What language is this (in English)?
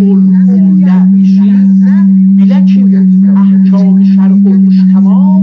South Azerbaijani